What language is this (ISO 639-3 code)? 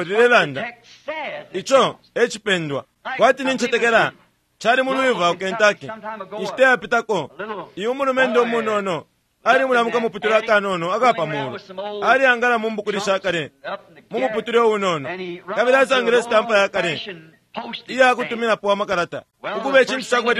bem